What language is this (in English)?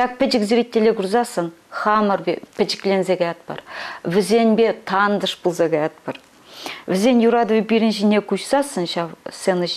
Chuvash